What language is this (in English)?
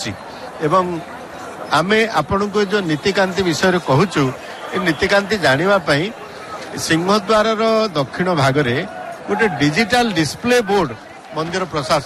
Odia